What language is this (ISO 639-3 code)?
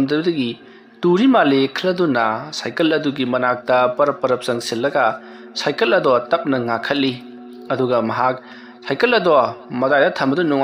mni